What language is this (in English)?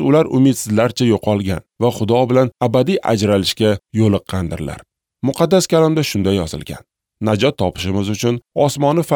Uzbek